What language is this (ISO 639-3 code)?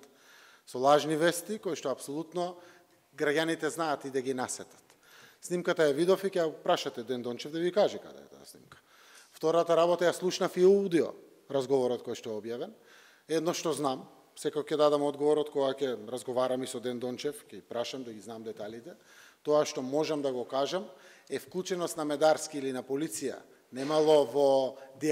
mkd